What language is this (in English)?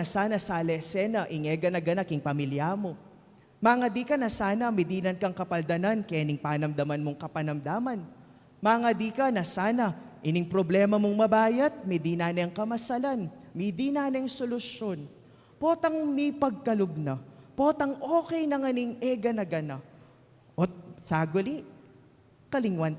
Pampanga